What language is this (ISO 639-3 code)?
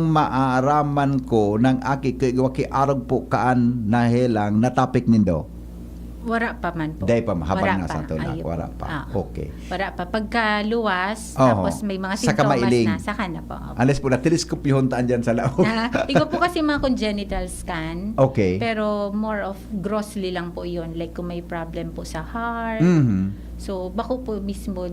bik